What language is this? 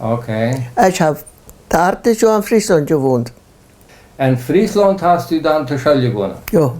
Plautdietsch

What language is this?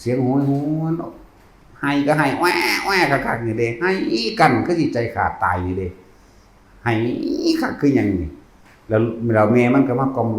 Northeastern Thai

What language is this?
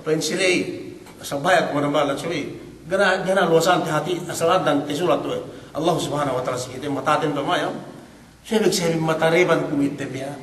Yakan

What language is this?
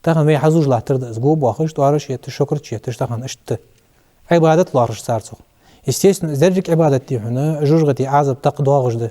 Ingush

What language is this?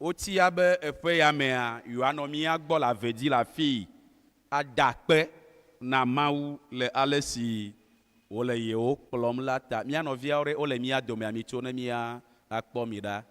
Ewe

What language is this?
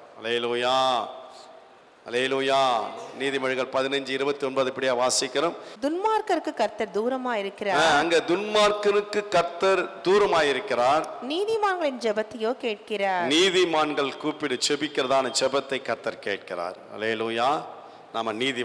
Tamil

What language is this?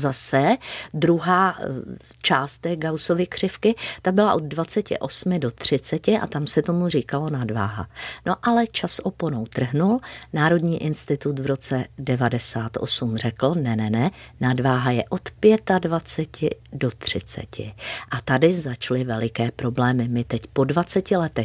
Czech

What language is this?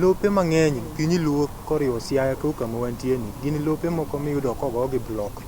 Luo (Kenya and Tanzania)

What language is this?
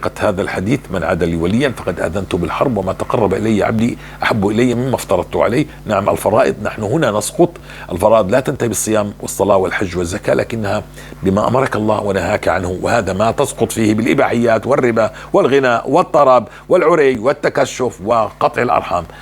North Levantine Arabic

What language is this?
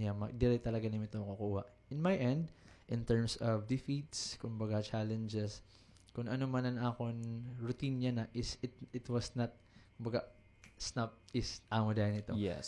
Waray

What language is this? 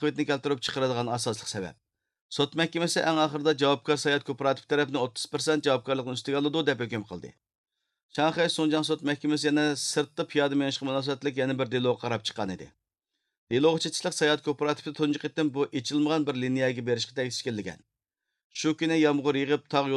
Uyghur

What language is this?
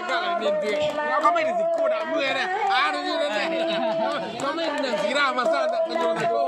Minangkabau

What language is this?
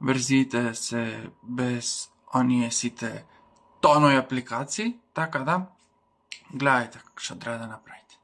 Macedonian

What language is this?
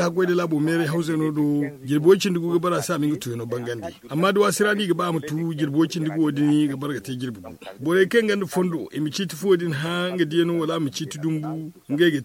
Zarma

